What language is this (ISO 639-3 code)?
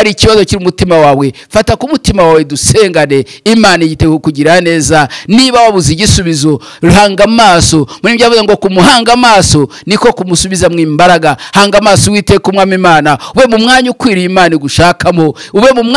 kin